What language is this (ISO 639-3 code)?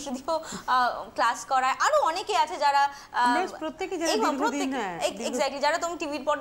ben